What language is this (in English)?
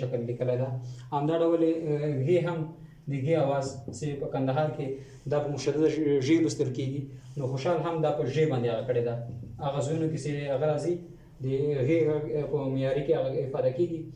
Pashto